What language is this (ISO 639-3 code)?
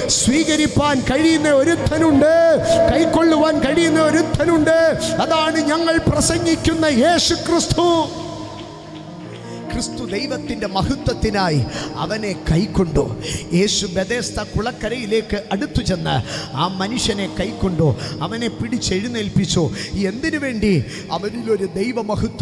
mal